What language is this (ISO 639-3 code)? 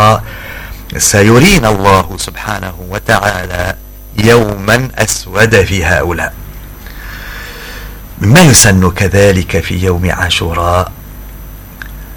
ara